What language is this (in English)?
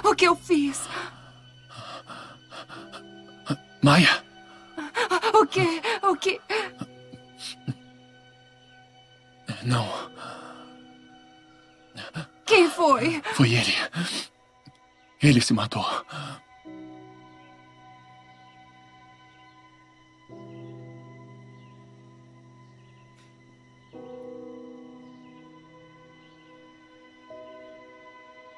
Portuguese